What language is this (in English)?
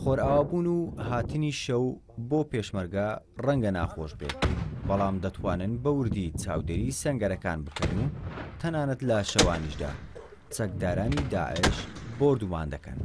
Central Kurdish